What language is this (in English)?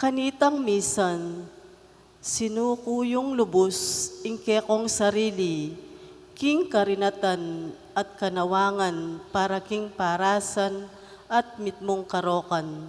Pampanga